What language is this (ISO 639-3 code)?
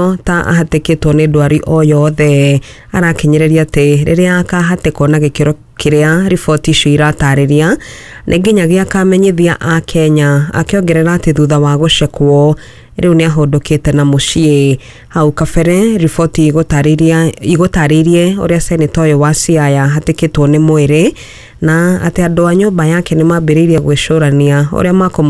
kik